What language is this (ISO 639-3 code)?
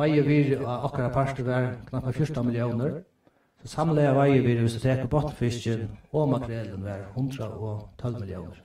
fao